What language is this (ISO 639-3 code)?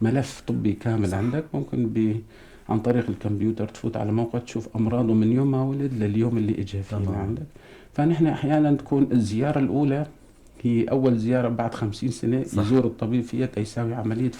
apc